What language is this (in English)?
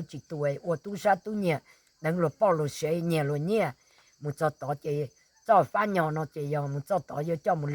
Hmong